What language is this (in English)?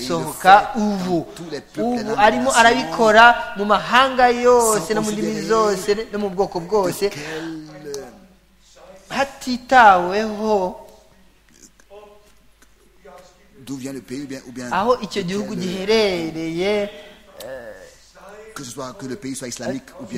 Kinyarwanda